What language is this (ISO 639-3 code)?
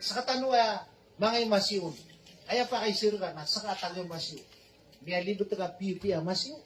mrw